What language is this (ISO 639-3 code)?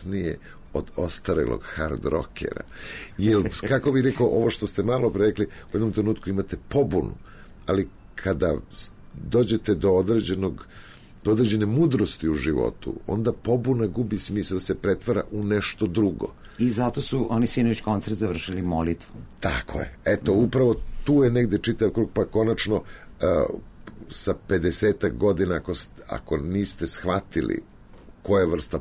srp